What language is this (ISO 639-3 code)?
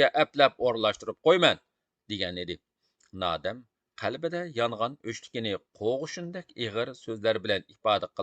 uig